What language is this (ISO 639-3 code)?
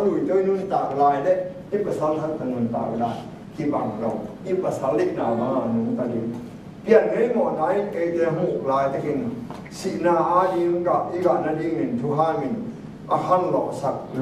ctd